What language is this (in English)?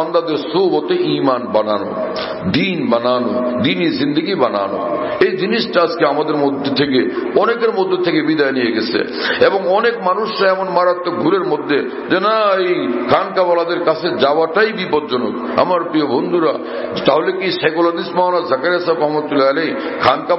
Bangla